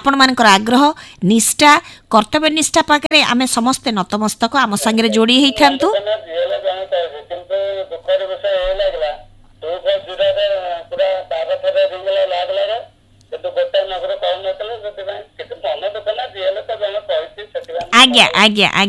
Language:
Odia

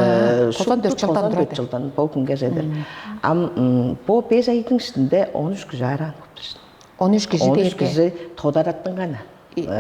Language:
Tuvinian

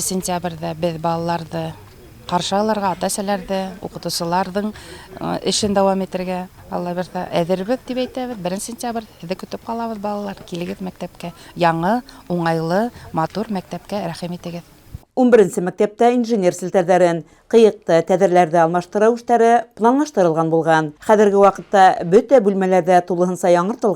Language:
Bashkir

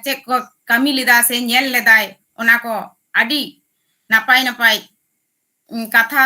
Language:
Santali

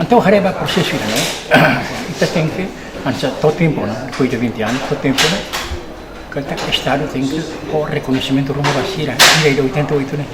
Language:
Tetum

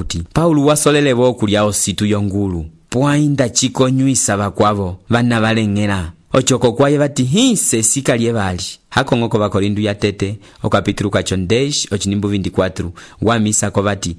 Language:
Umbundu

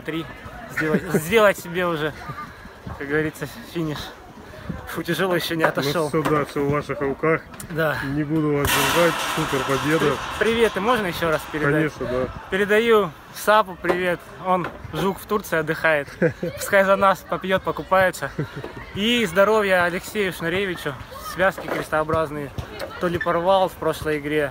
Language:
Russian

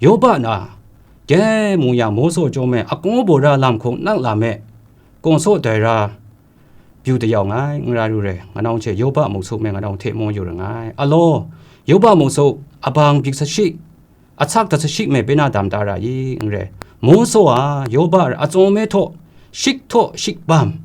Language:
Kachin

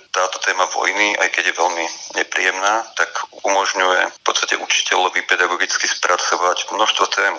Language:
Slovak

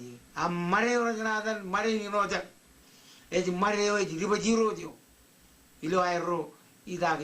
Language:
Marshallese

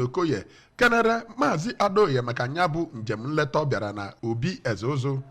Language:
Igbo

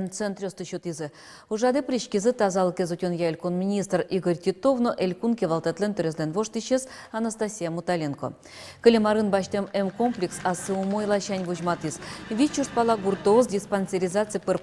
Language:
Udmurt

